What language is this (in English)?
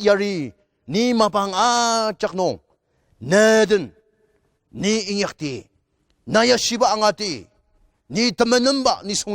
Ao Naga